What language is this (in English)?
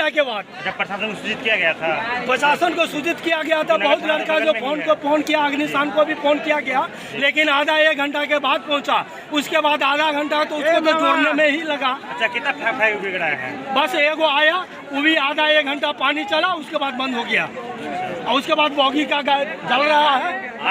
Maithili